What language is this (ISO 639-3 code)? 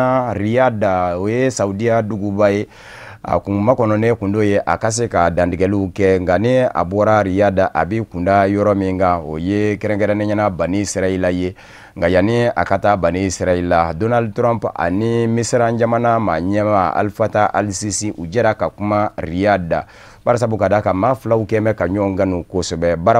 bam